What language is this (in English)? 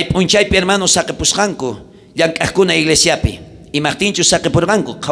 South Bolivian Quechua